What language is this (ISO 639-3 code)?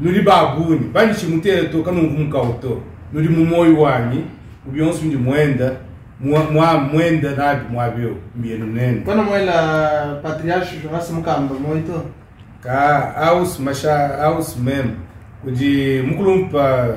lua